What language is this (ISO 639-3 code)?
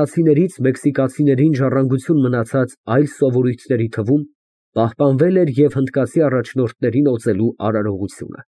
hye